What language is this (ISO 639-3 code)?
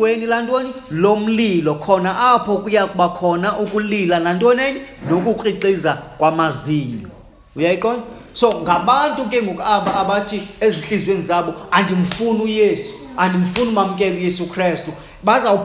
xho